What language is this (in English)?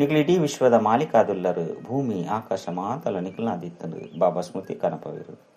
Tulu